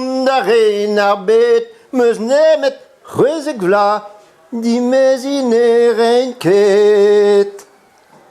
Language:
Breton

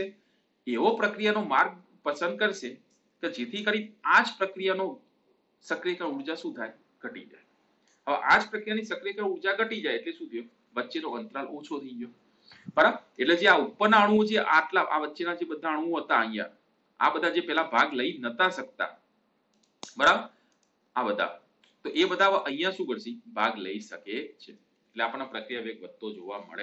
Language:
Gujarati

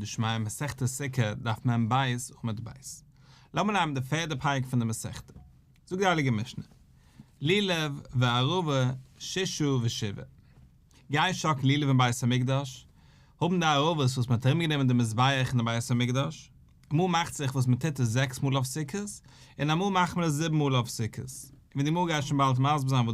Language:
Yiddish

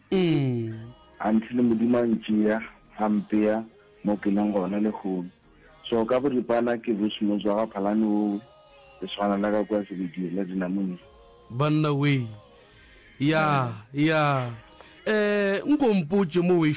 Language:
Northern Sotho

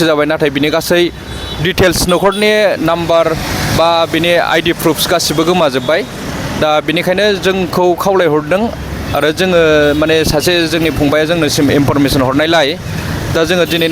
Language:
Bodo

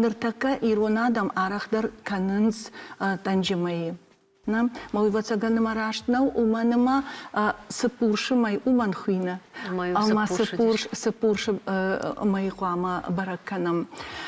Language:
Ossetic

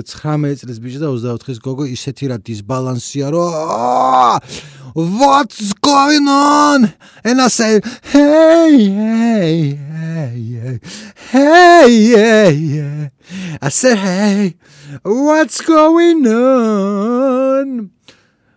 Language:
Georgian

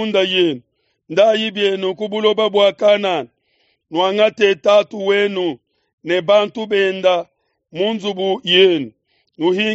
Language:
Luba-Lulua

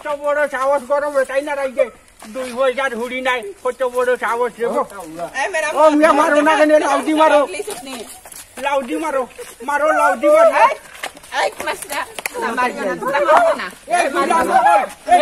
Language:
Sylheti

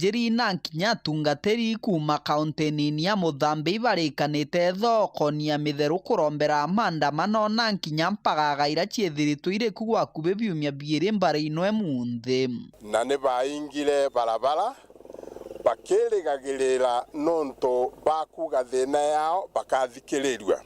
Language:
Meru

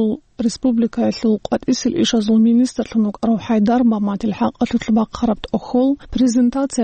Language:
Avaric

